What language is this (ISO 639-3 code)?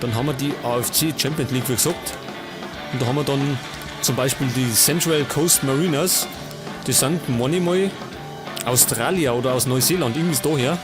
bar